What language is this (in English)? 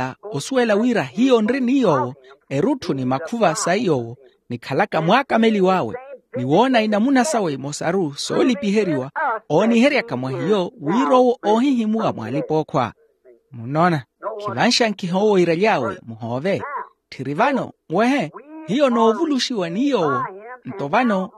Makhuwa